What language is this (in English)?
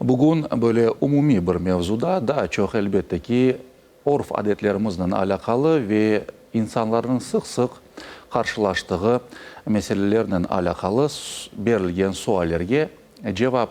Crimean Tatar